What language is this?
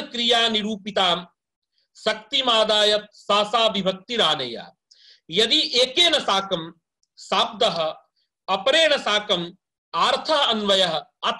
Sanskrit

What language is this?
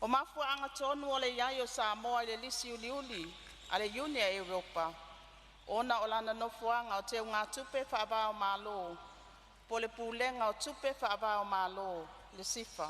Samoan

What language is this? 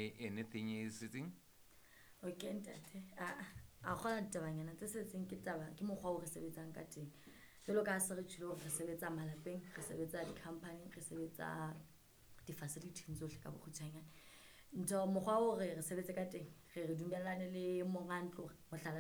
Southern Sotho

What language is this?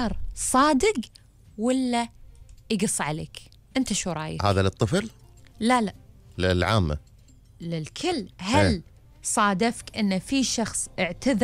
Gulf Arabic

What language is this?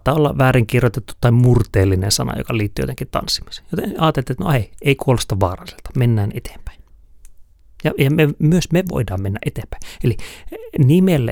Finnish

